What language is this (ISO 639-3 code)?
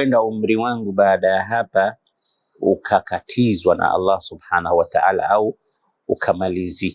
swa